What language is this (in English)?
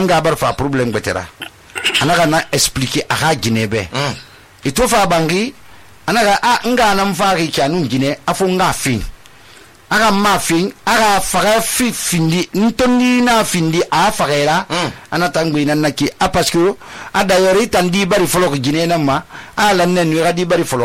Susu